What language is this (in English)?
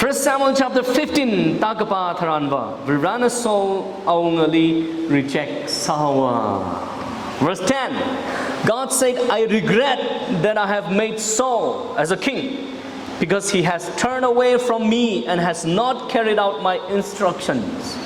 Tangkhul Naga (India)